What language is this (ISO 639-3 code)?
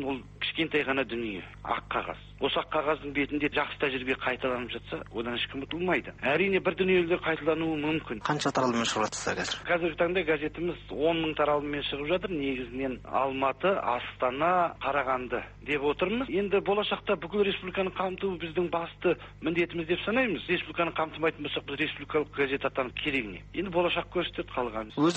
kaz